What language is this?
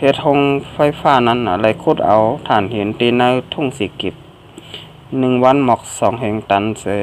Shan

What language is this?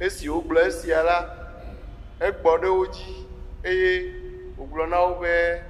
Ewe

